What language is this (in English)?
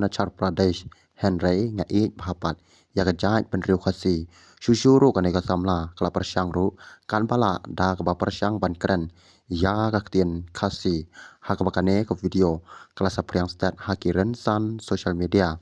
Khasi